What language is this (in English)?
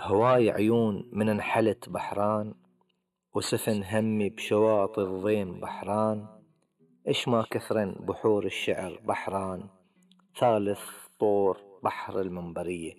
Gulf Arabic